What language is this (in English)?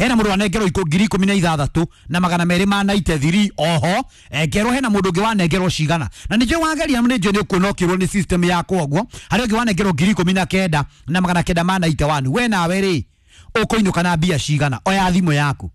Kikuyu